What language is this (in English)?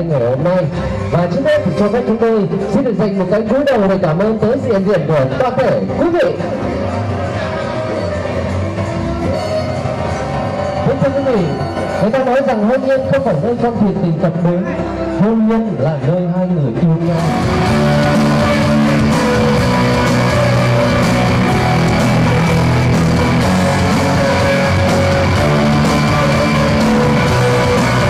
Vietnamese